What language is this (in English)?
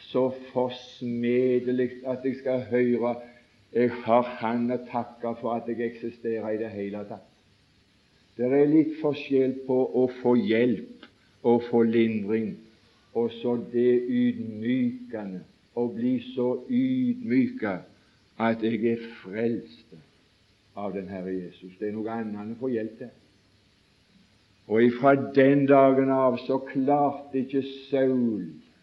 Norwegian